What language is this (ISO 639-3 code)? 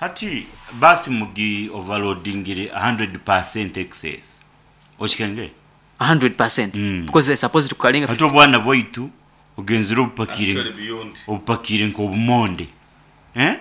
nyn